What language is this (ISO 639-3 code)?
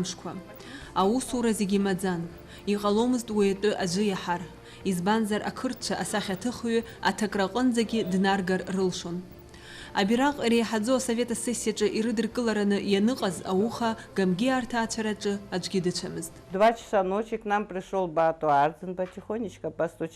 abk